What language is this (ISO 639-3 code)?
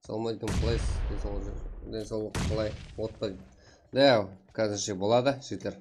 kaa